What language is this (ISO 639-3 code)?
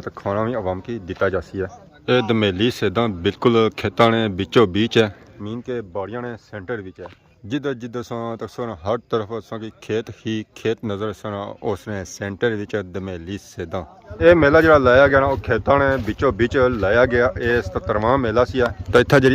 phr